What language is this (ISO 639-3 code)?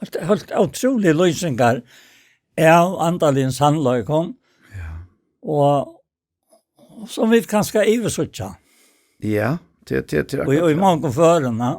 fao